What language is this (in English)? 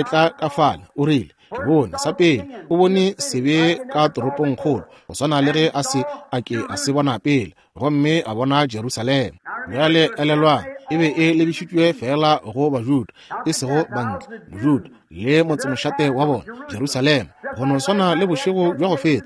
Northern Sotho